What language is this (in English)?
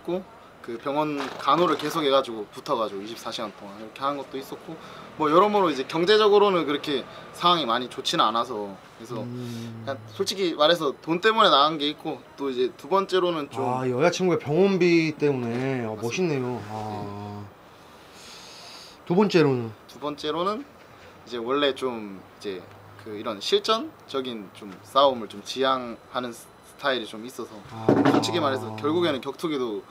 Korean